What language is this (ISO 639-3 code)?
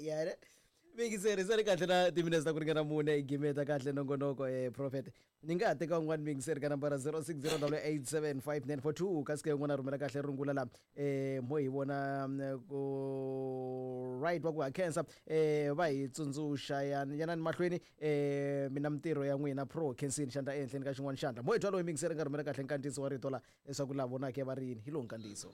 tso